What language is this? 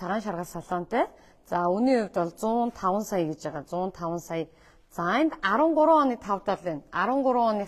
Mongolian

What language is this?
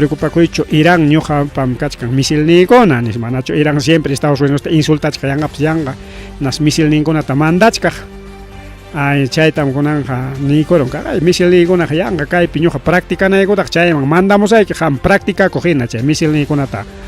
Ayacucho Quechua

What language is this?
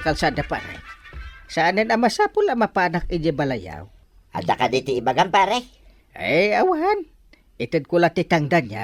Iloko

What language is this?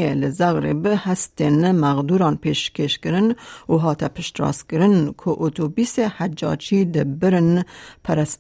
Kurdish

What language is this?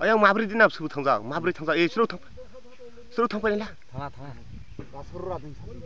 Kok Borok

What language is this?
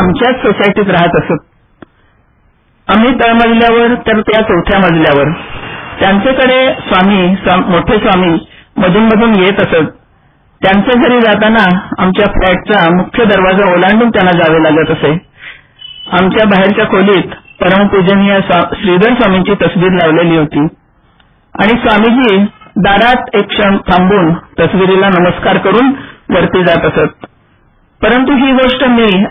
Marathi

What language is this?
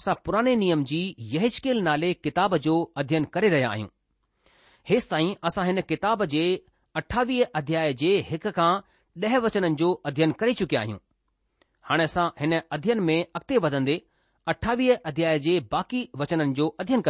Sindhi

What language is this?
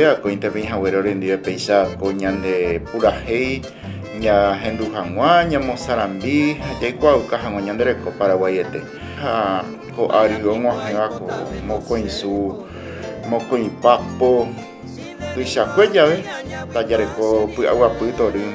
Guarani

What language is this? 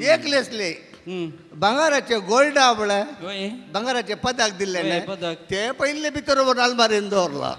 Konkani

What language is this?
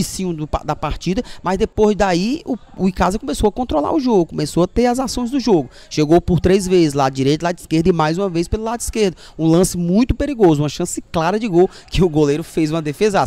Portuguese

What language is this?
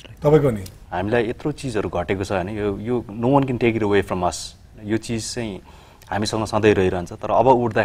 Nepali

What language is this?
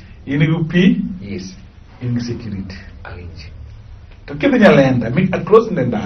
Luo (Kenya and Tanzania)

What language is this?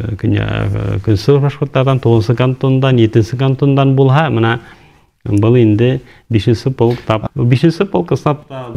Bashkir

